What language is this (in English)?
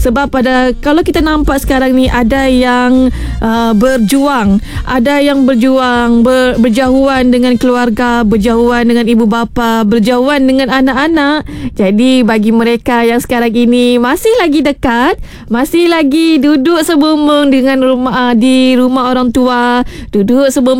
Malay